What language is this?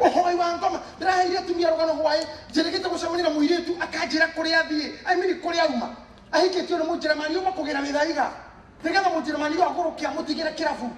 Kikuyu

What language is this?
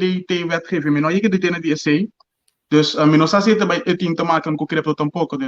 Papiamento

